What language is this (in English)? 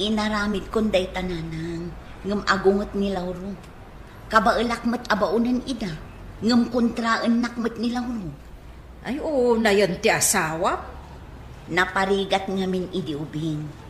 Iloko